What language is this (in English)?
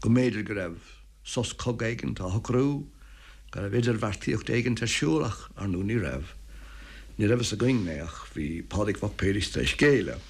Irish